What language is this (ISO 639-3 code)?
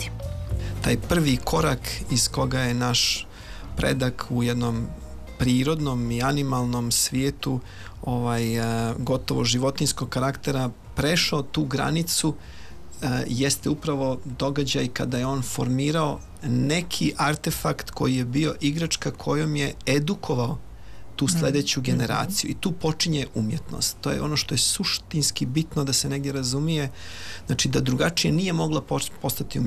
bos